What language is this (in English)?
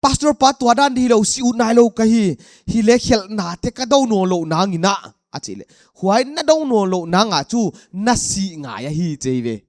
Paite Chin